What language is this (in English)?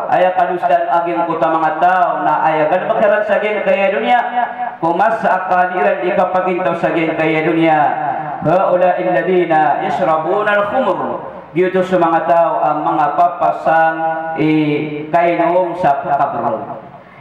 Maranao